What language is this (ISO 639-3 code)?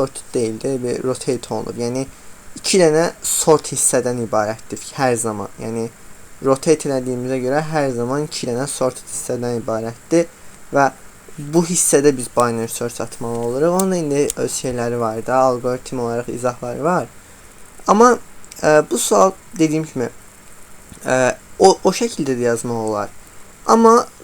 aze